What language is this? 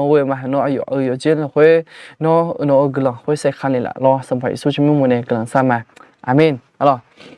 Akha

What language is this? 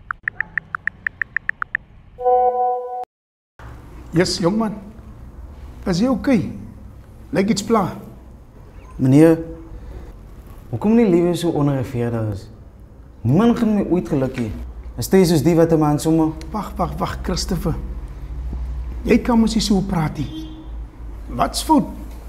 Afrikaans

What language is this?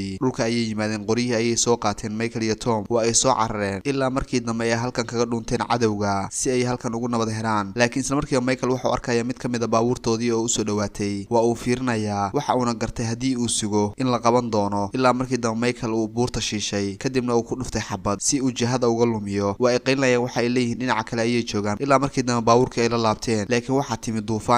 Somali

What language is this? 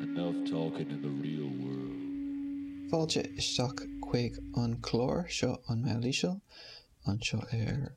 Irish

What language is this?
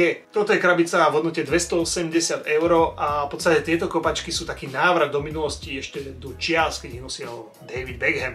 Slovak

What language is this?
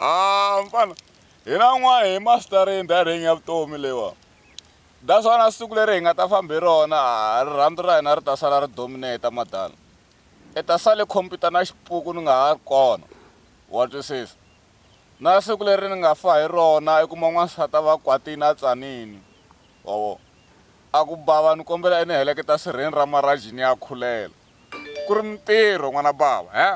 Tsonga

